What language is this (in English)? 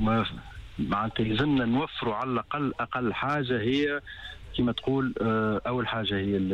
Tunisian Arabic